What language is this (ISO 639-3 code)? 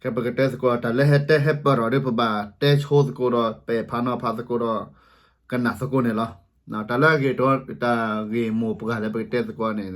ksw